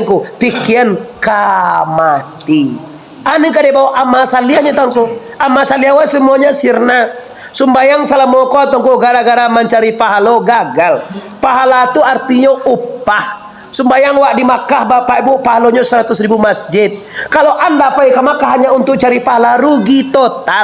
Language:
Minangkabau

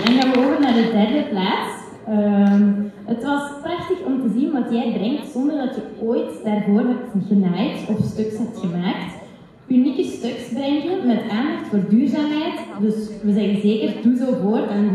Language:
Dutch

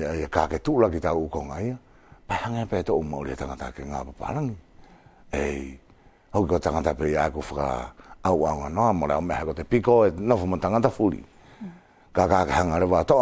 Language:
Wallisian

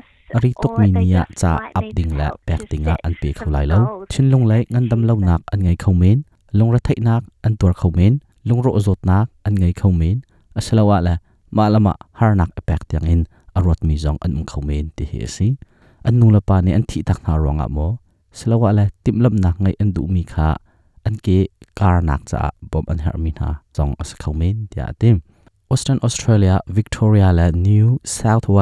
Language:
Hakha Chin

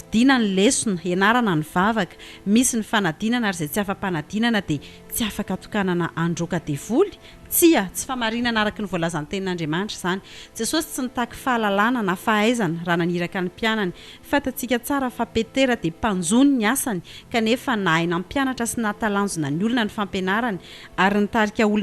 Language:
Malagasy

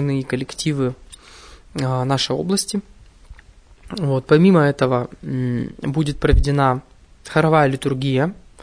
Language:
Russian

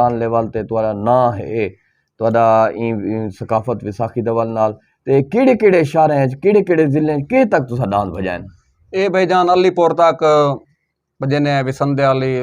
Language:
Saraiki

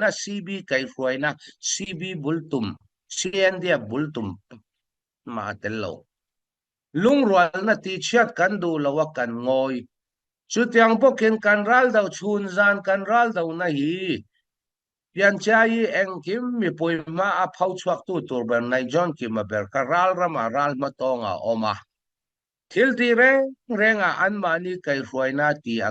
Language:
Falam Chin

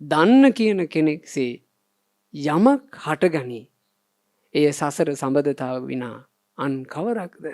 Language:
Sinhala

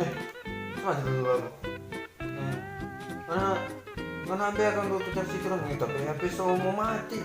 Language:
Manado Malay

